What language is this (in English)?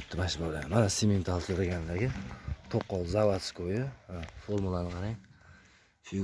Uzbek